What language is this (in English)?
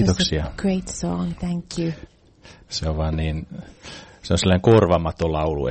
Finnish